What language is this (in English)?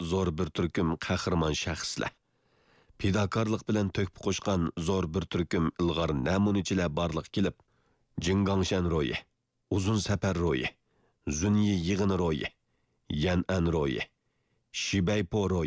Uyghur